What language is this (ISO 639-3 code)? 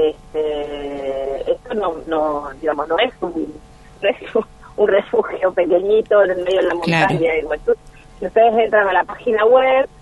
spa